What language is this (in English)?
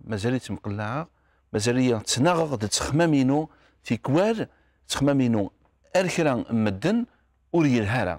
Kabyle